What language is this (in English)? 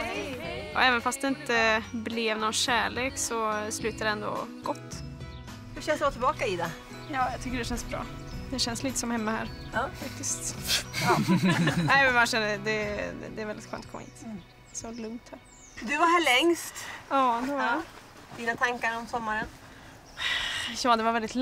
Swedish